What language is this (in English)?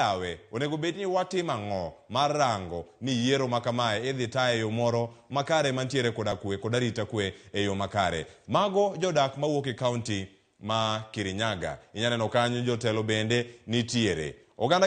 Luo (Kenya and Tanzania)